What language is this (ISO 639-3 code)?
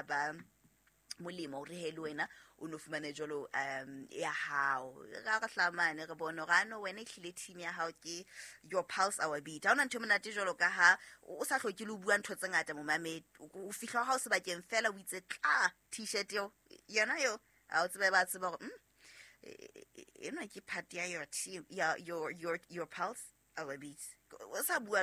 sot